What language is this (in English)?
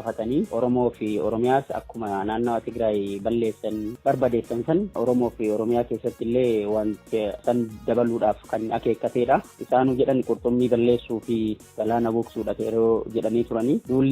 Oromo